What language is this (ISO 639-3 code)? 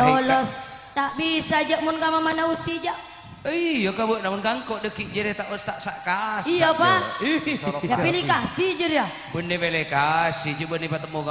mad